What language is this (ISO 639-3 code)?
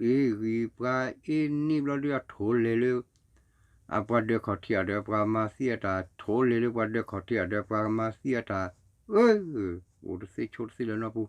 ksw